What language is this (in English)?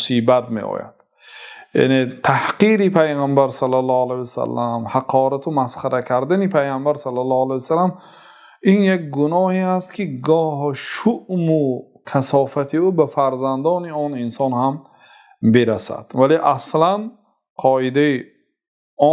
Tajik